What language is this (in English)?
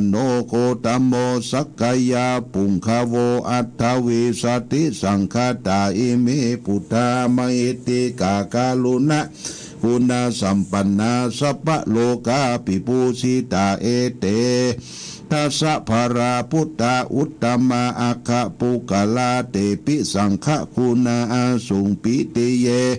Pali